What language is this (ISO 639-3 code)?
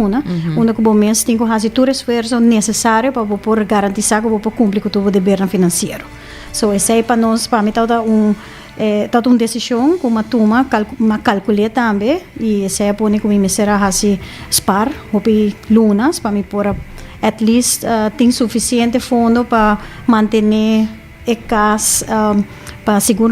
pap